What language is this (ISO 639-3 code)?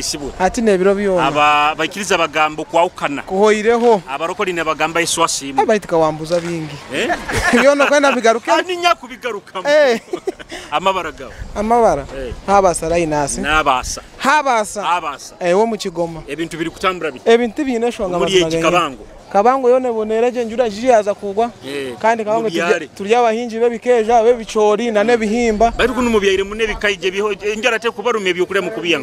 nyo